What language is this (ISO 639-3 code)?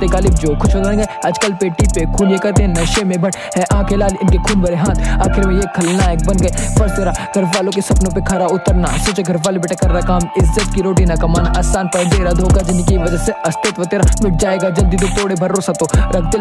hin